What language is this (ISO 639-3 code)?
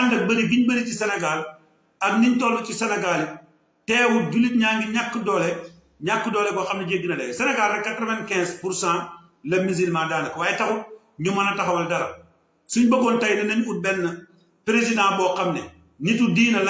wol